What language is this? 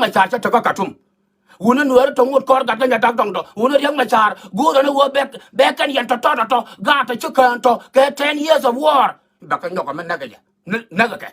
Nuer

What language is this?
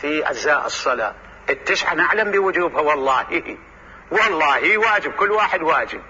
Mesopotamian Arabic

